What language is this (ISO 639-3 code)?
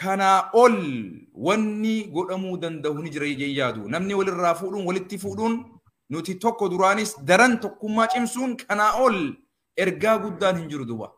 orm